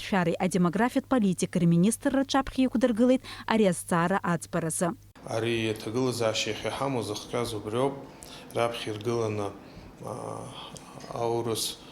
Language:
Abkhazian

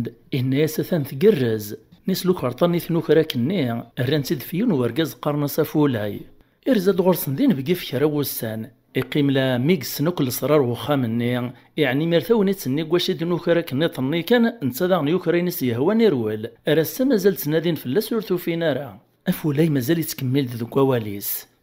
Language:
Kabyle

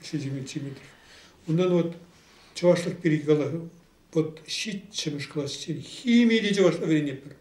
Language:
Chuvash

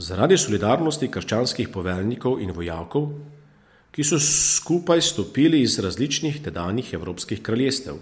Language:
Slovenian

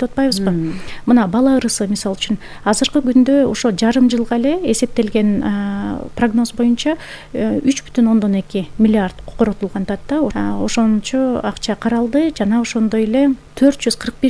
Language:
Kyrgyz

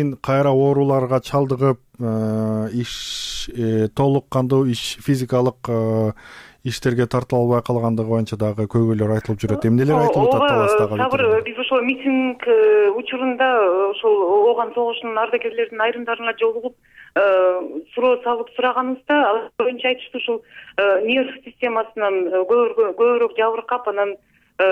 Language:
Kyrgyz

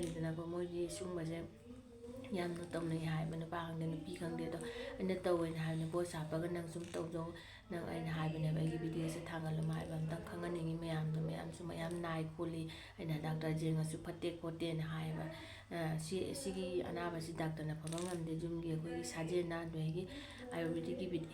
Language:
Manipuri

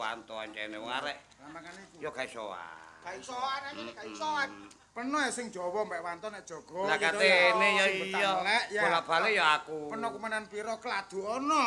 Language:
Javanese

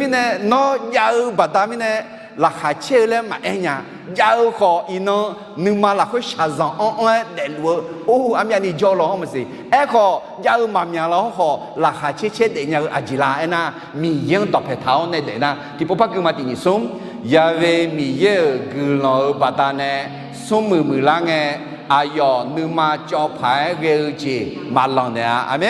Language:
Akha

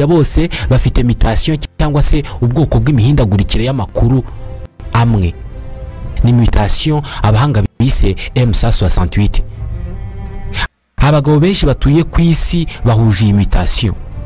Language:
Kinyarwanda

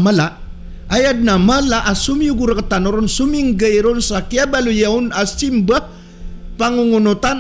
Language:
Maranao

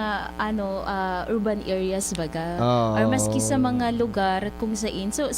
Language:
Bikol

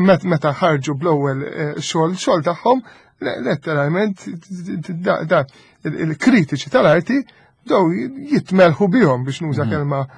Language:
Maltese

